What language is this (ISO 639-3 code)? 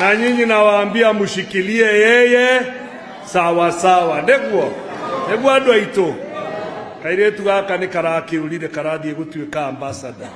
kik